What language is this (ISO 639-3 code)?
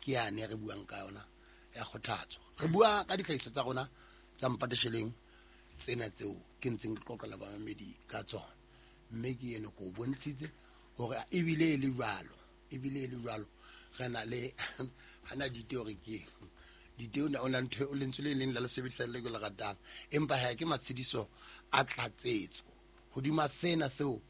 sot